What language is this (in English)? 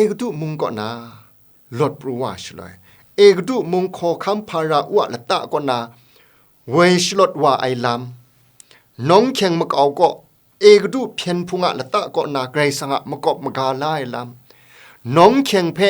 Kachin